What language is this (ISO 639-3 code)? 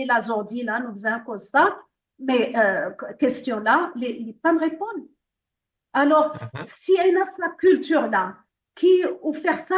mfe